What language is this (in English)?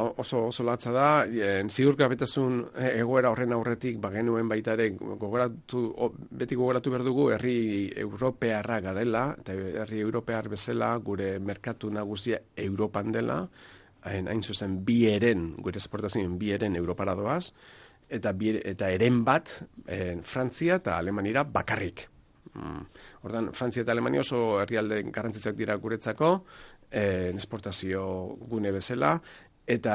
Basque